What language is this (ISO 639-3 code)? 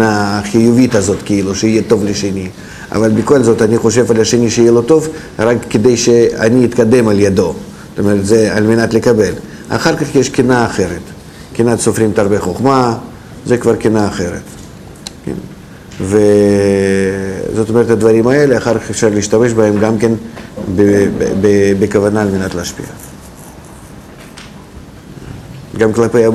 heb